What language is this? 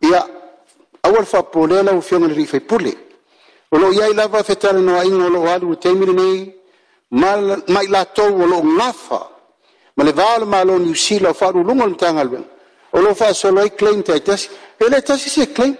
Samoan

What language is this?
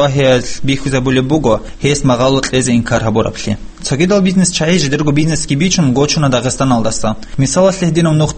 Avaric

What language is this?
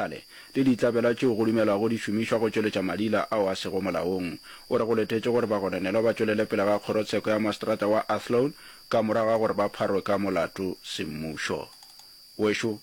Northern Sotho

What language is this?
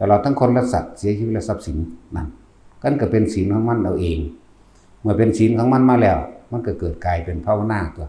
Northeastern Thai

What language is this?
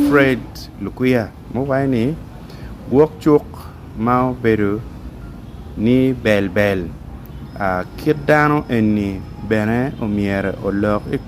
Acoli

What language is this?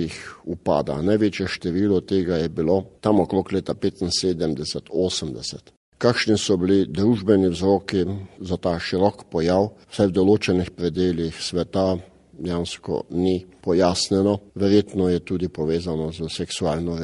Slovenian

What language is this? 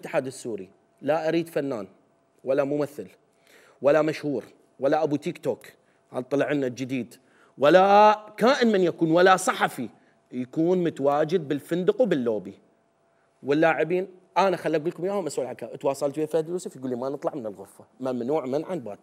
Mesopotamian Arabic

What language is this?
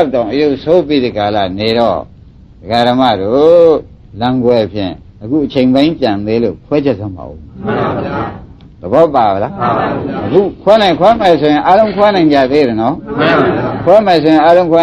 Burmese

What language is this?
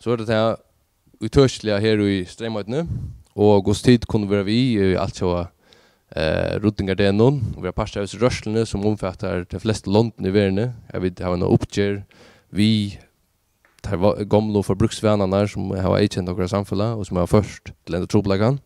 Faroese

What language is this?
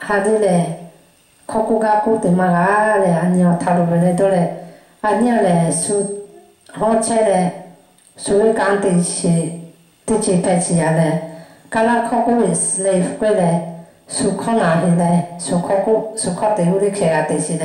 Lahu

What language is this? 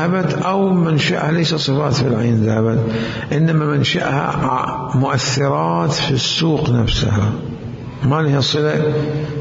Mesopotamian Arabic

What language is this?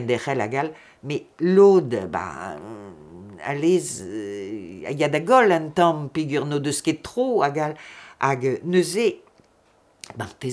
Breton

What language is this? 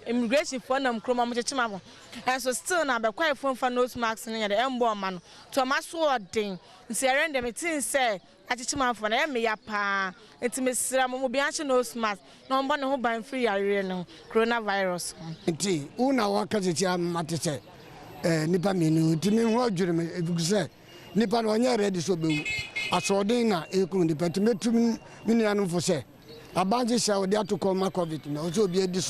Akan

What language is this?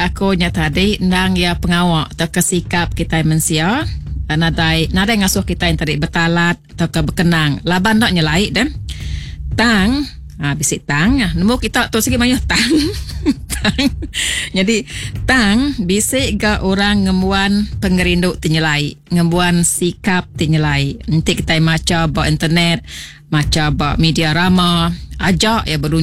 Iban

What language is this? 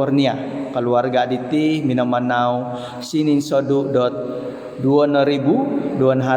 Central Dusun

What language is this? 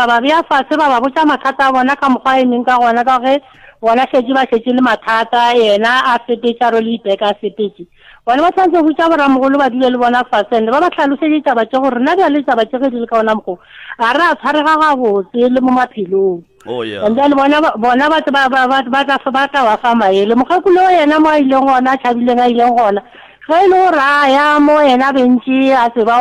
Northern Sotho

